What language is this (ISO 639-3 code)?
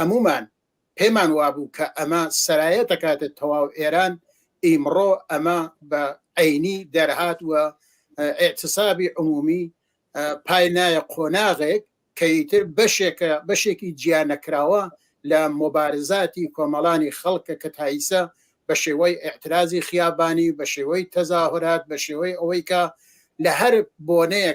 ckb